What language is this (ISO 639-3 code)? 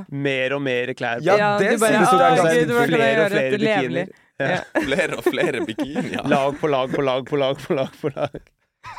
nor